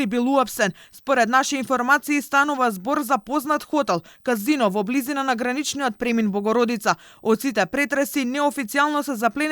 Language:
Macedonian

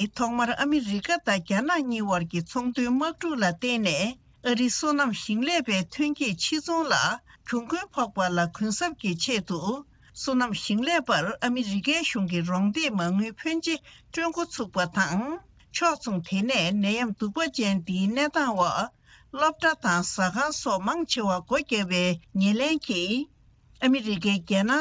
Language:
Tibetan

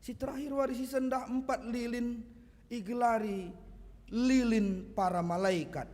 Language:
Batak Karo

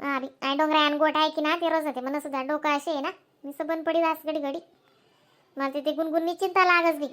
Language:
Khandesi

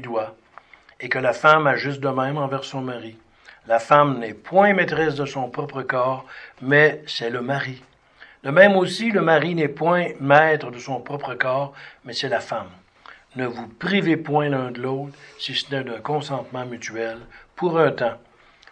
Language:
French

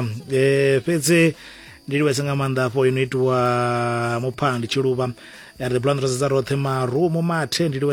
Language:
Venda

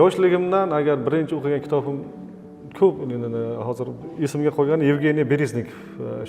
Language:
Uzbek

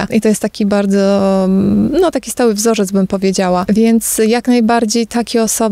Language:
Polish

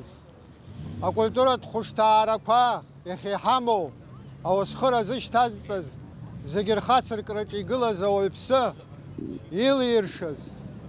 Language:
Abkhazian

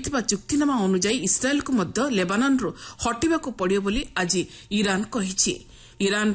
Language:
Odia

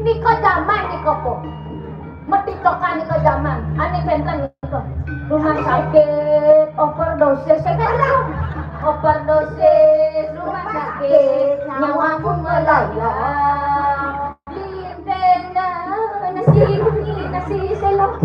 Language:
Balinese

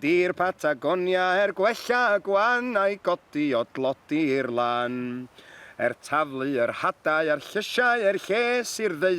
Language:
Welsh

